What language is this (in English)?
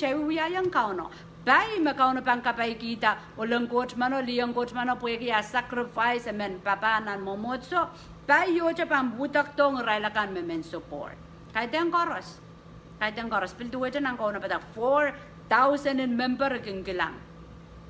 Pohnpeian